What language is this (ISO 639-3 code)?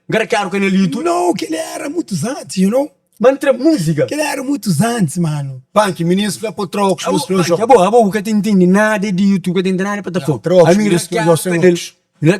kea